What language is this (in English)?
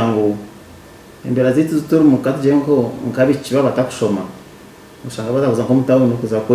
Nyankole